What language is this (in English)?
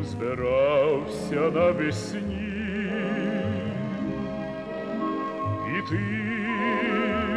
Ukrainian